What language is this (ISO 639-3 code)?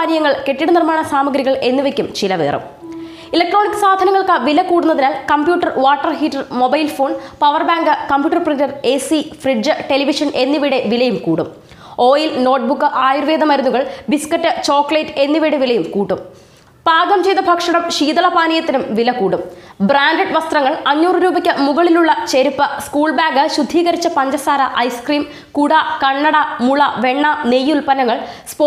mal